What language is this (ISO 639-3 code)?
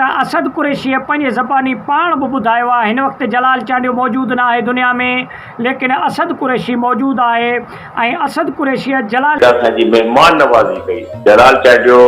snd